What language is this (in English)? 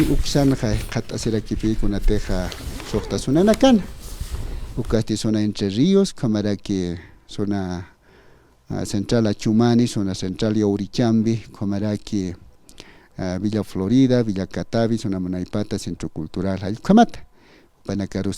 Aymara